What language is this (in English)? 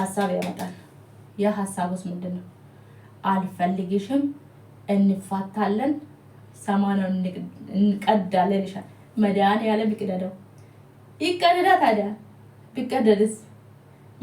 Amharic